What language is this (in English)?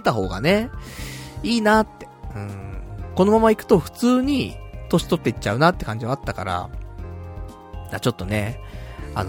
Japanese